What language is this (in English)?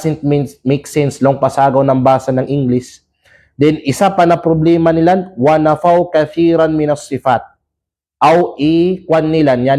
Kalagan